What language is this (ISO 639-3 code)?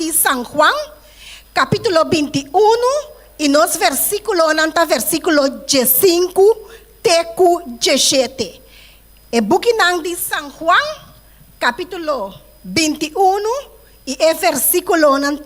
pap